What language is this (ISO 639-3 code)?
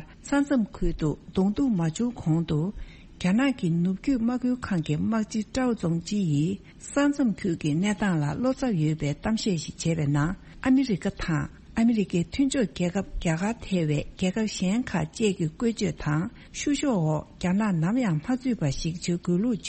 bod